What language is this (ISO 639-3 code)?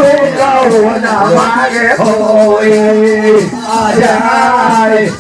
mai